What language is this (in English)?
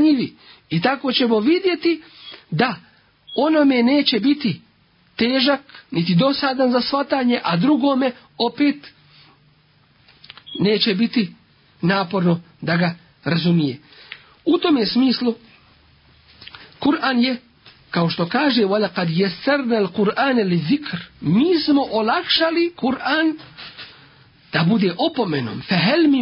Bosnian